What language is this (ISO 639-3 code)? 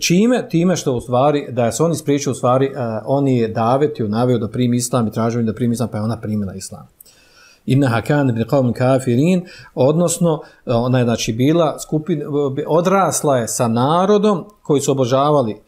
bos